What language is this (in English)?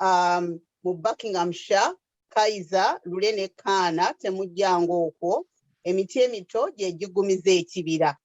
Ganda